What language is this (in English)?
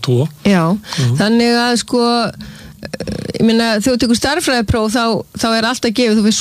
Icelandic